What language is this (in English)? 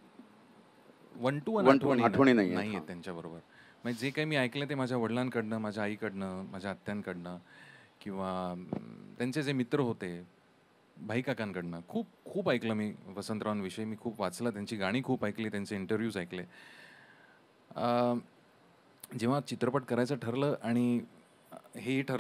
Marathi